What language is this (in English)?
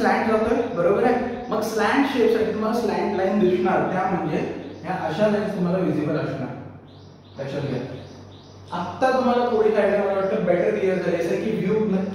Marathi